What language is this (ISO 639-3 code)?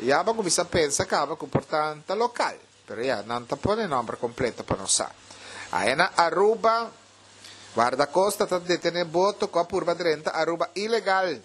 pap